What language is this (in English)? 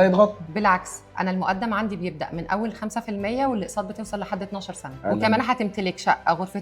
Egyptian Arabic